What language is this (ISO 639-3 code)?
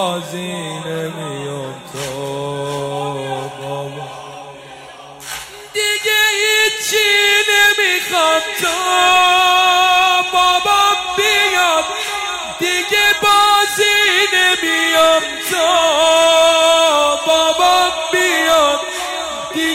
fas